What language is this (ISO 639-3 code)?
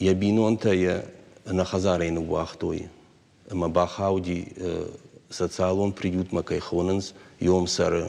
oss